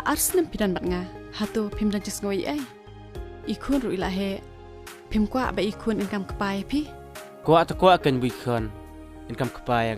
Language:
Khasi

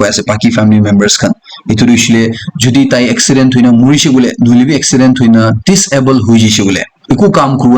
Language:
Naga Pidgin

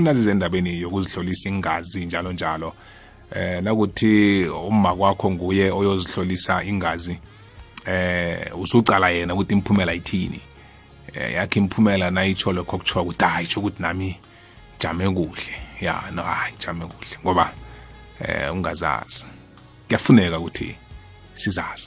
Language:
South Ndebele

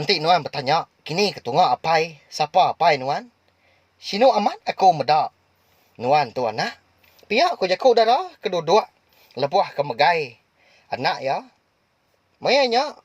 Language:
Iban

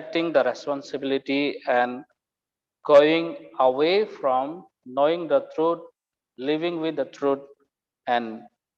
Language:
Kok Borok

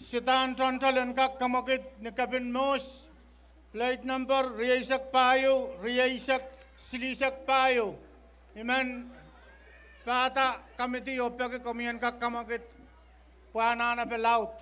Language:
Pohnpeian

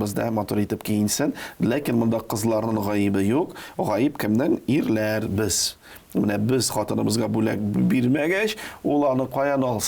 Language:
Tatar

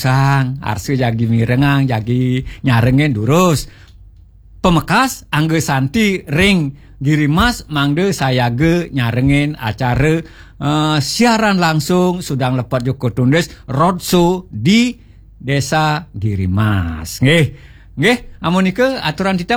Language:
Balinese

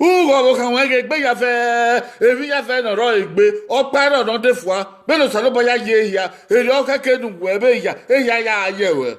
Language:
Bini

